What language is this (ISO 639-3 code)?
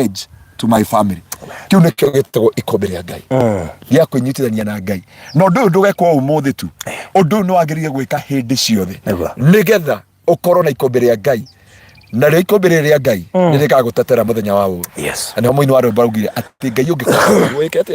kik